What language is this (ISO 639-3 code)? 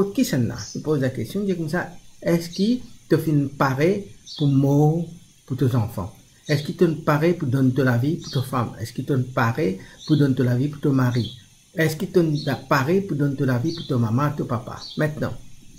mfe